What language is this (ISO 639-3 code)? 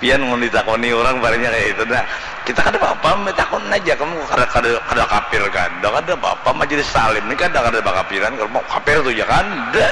bjn